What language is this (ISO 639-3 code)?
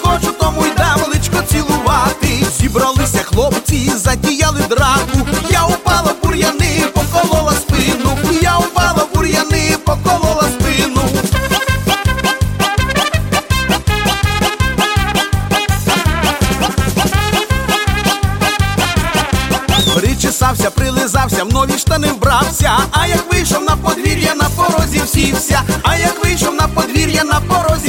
ukr